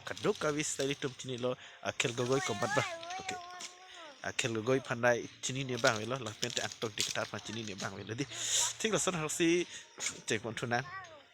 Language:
Karbi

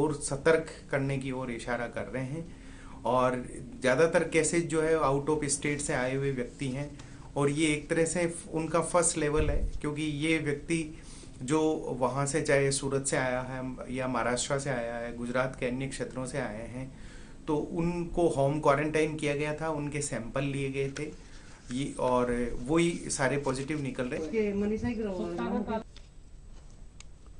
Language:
Hindi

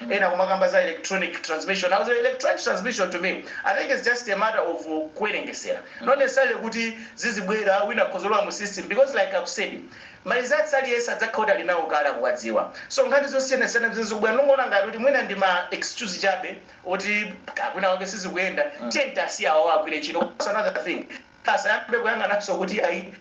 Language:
Nyanja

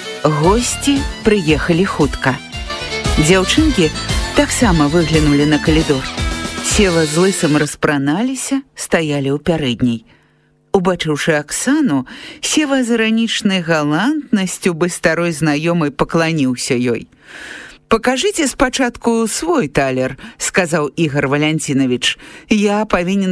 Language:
Belarusian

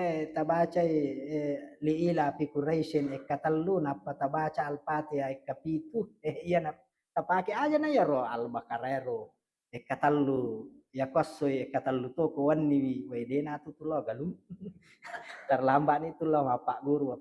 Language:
Buginese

